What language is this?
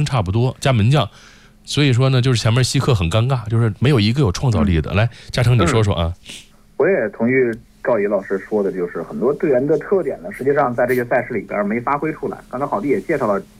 Chinese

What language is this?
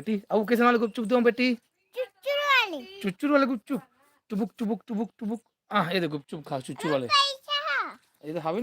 Chhattisgarhi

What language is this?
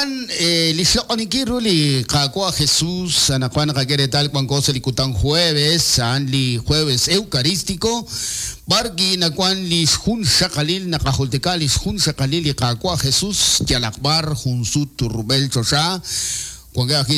Kekchí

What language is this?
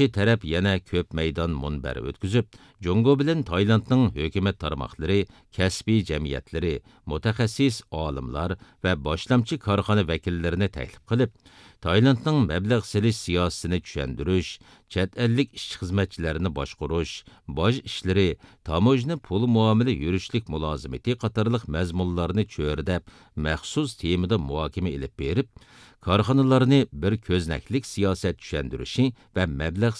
Uyghur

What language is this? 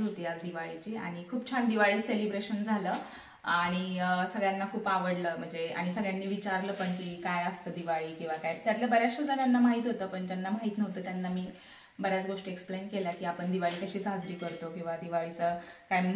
Marathi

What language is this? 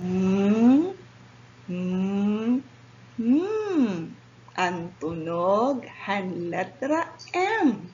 Waray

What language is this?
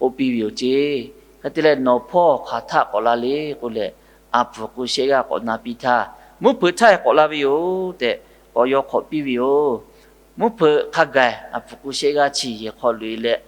Lahu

